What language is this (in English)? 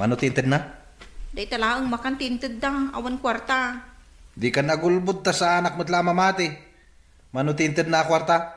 Iloko